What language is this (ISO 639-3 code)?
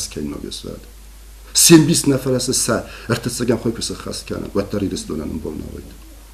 oss